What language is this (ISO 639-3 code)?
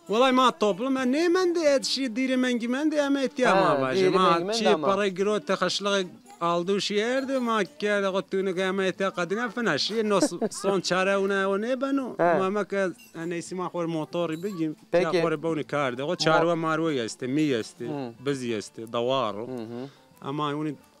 zza